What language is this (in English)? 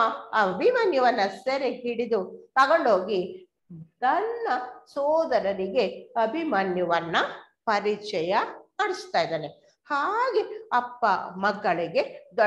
Kannada